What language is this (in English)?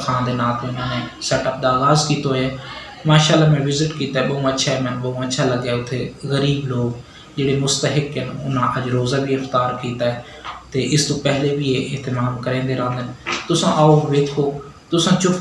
Saraiki